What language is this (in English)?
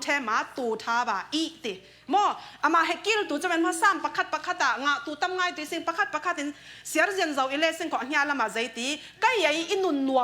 Falam Chin